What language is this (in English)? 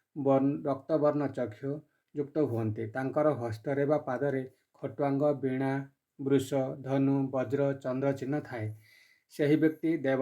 Odia